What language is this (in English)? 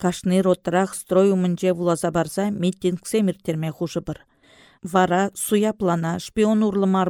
Chuvash